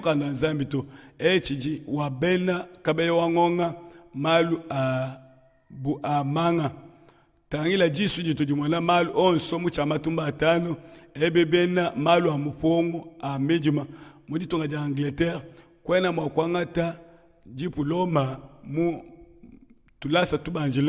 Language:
Luba-Lulua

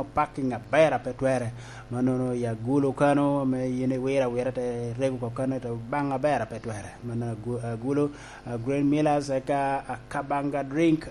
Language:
Lango (Uganda)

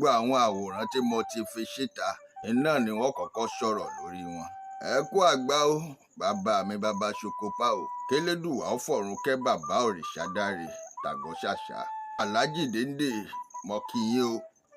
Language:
Yoruba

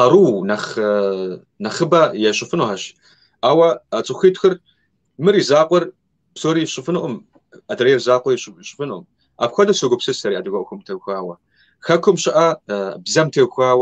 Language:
Kabardian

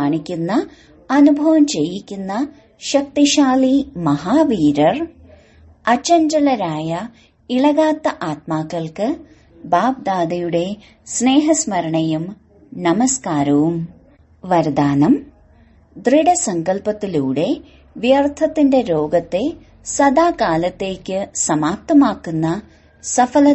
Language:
Malayalam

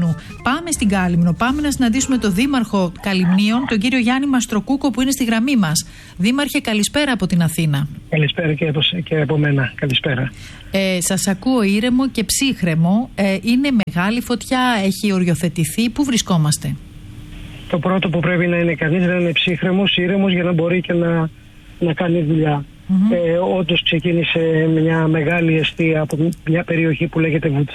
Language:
Greek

